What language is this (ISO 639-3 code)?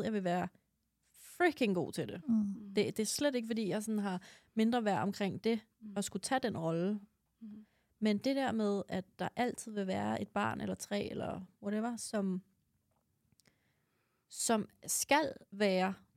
dan